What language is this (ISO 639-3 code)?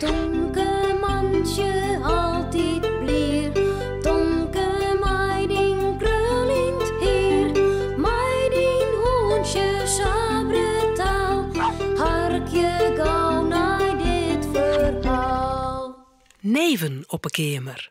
fry